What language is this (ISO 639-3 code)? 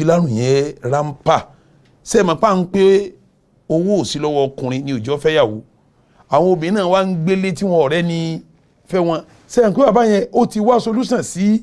yor